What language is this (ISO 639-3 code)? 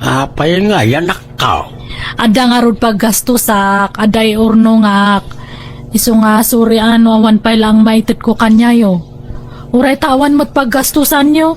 ilo